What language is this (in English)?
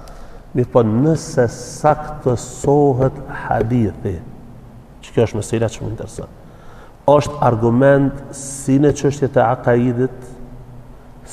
Albanian